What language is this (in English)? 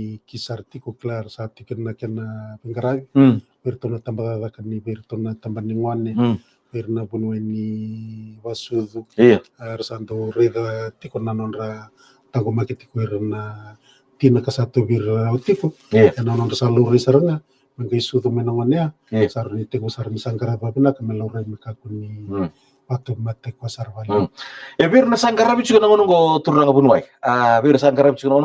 Fijian